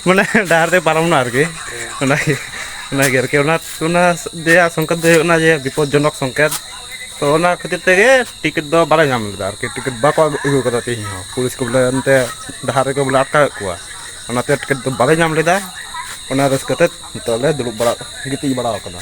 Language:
Santali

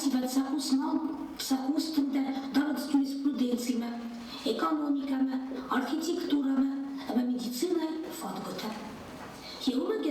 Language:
Ossetic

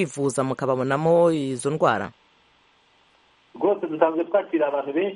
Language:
Kinyarwanda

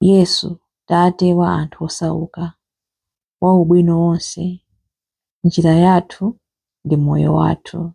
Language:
Nyanja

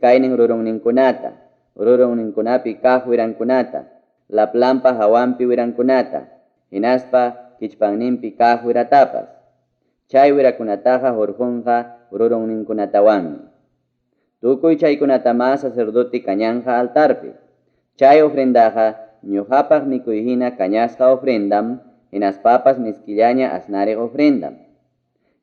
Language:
Ayacucho Quechua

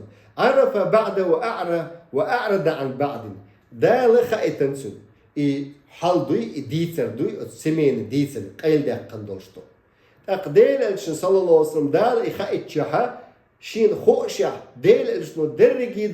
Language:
Chechen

